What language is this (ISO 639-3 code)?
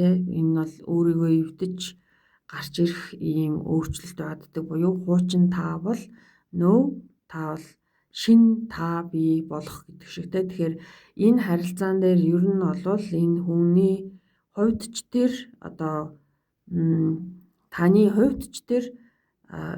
mon